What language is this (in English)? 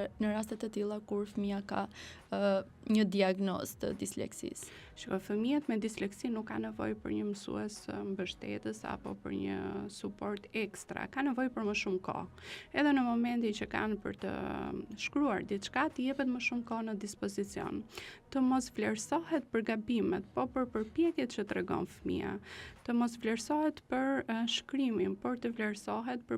Albanian